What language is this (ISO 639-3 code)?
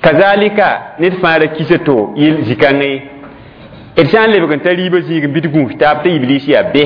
mos